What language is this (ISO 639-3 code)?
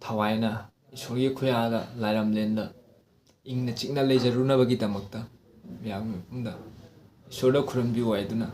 mni